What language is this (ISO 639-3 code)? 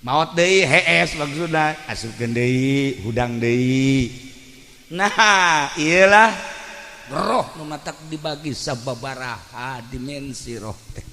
sun